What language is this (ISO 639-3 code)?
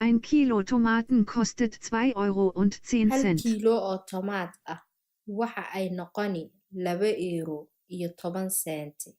som